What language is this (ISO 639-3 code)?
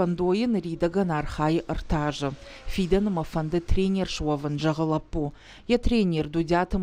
oss